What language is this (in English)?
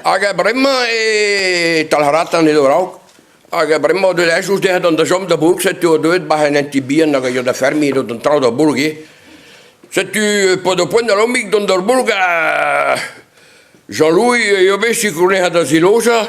Breton